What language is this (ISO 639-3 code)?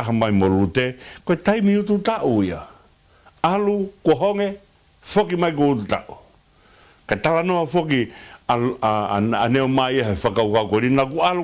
ton